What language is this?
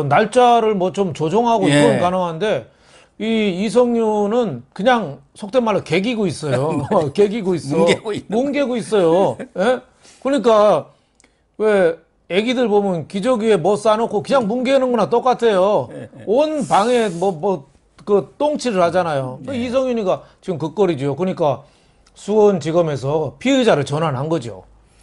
Korean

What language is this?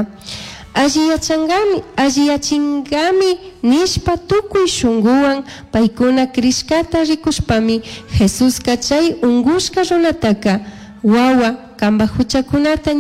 Chimborazo Highland Quichua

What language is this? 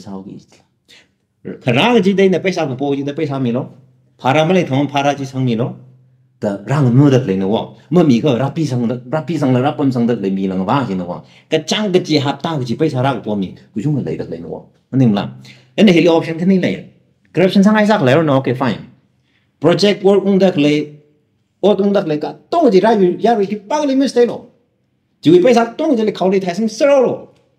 Tangkhul Naga (India)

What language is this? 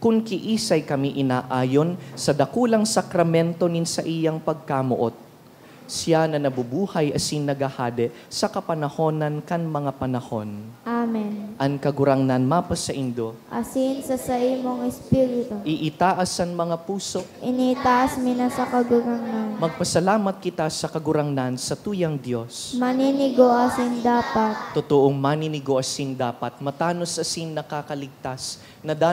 Bikol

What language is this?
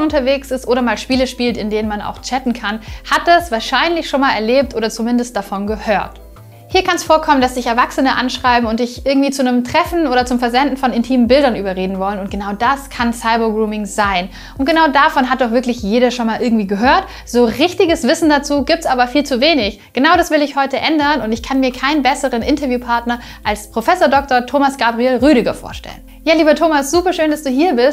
German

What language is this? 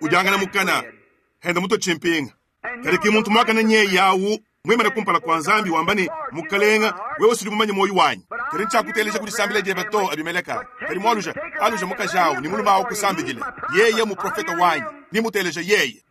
Luba-Lulua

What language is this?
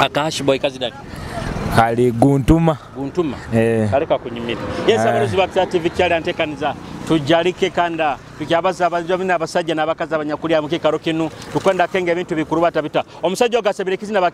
Nyoro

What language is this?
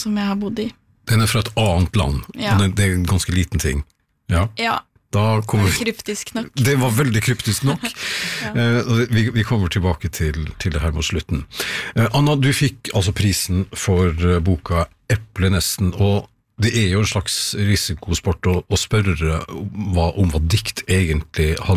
Norwegian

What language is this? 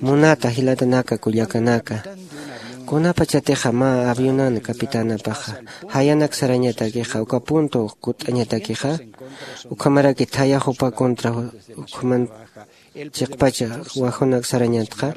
Aymara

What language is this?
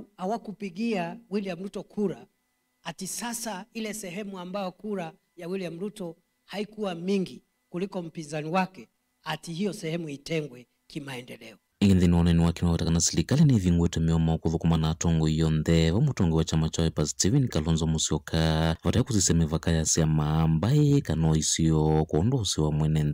Kamba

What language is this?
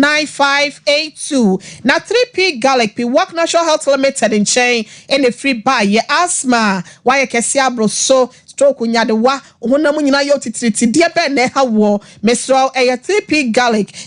Akan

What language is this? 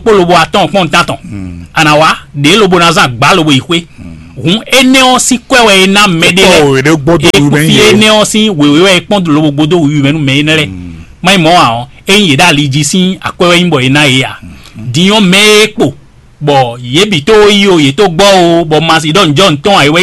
Fon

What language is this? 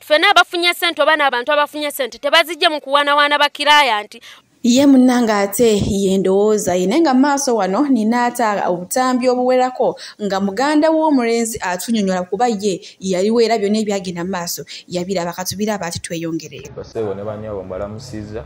Ganda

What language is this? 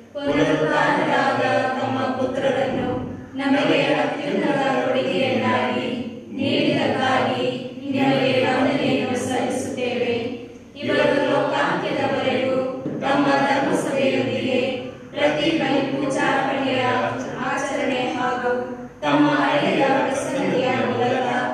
Kannada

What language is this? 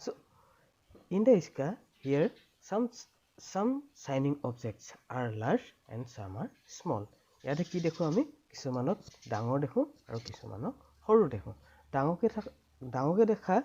Assamese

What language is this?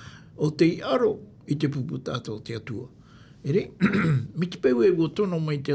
Tahitian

